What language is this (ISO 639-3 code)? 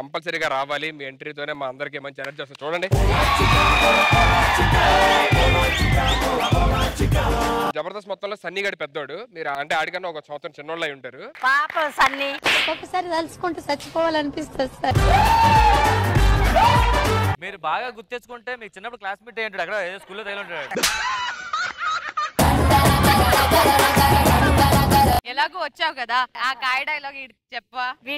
tel